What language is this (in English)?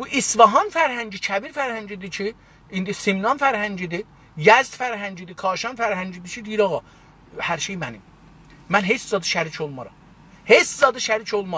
South Azerbaijani